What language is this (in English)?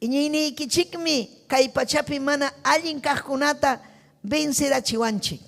Ayacucho Quechua